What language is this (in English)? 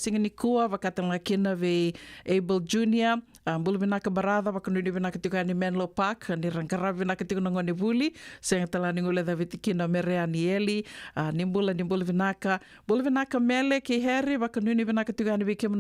Fijian